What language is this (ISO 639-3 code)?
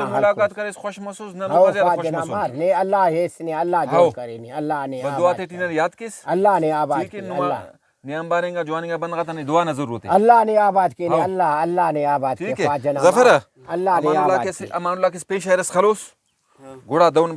brh